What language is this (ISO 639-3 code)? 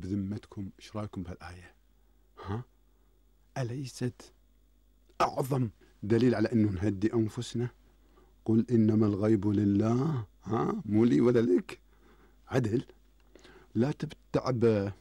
afb